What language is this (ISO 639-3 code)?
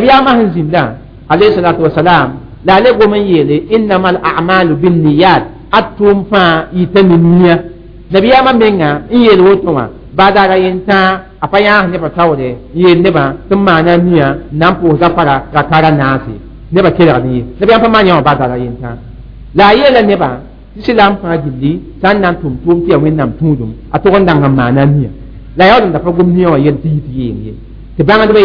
mos